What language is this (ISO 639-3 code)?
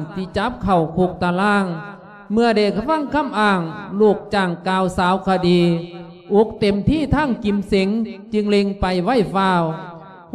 lao